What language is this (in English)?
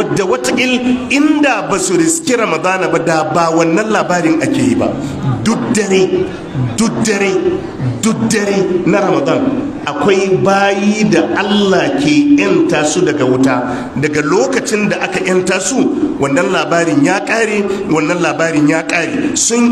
Hausa